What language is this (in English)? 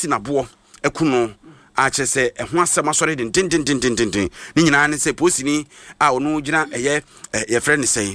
Akan